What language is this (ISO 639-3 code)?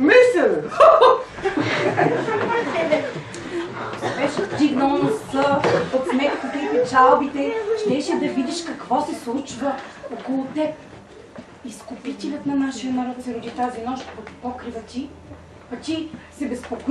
bul